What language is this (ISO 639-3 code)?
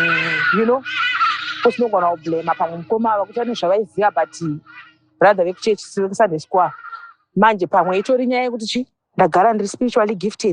sna